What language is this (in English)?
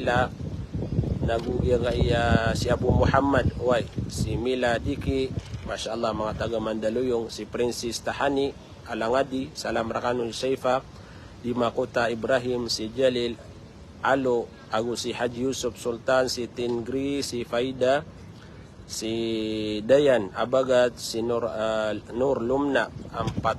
Maranao